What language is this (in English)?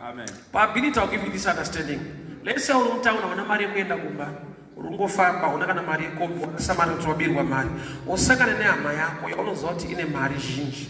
Shona